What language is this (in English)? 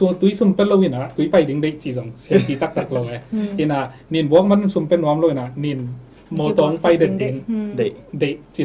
Tedim Chin